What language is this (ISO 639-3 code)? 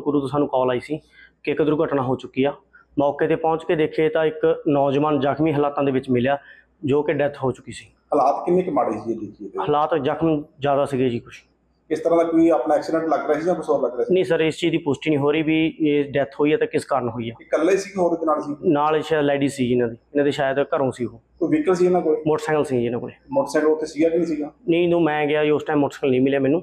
pan